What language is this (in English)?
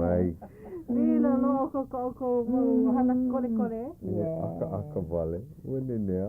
Hawaiian